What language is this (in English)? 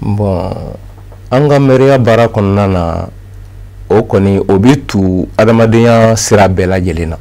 Bambara